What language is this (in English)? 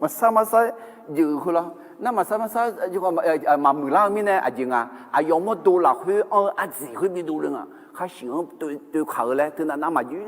Akha